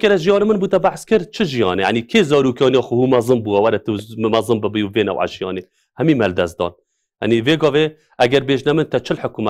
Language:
Kurdish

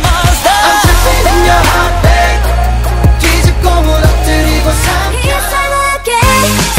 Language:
Korean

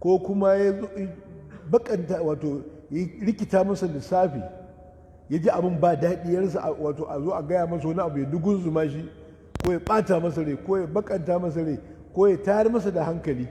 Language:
Hausa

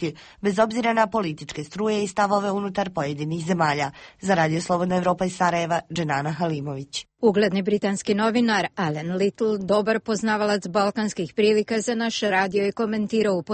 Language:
Bosnian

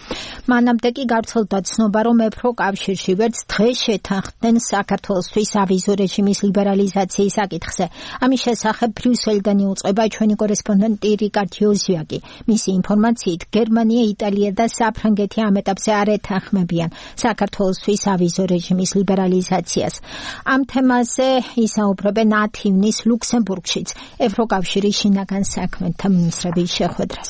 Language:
Georgian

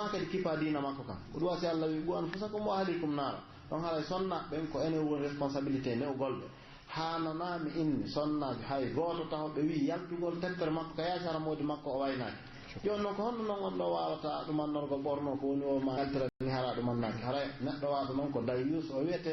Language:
Pular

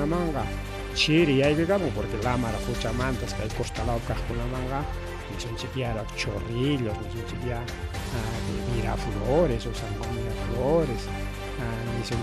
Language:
Ayacucho Quechua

